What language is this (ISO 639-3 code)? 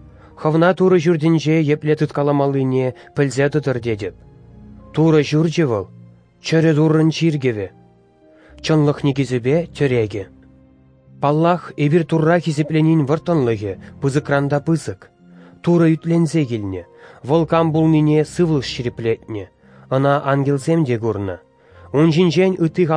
chv